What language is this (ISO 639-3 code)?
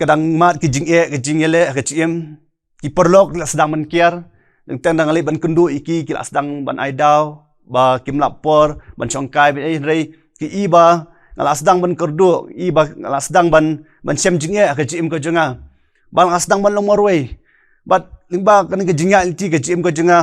kha